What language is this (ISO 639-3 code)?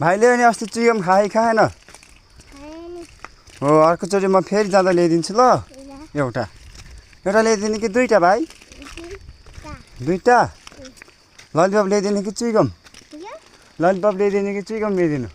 nep